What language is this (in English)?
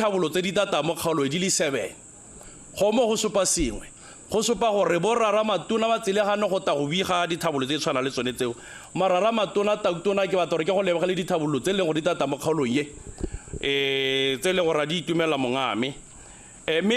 Tswana